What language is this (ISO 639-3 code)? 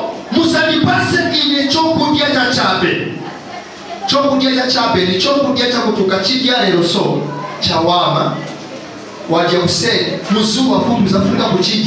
nya